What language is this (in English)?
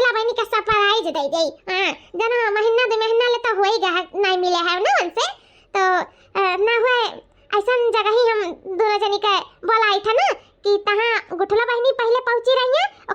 Awadhi